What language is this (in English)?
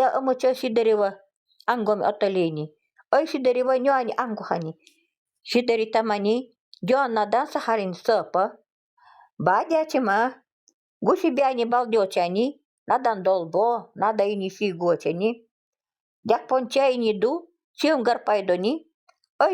Nanai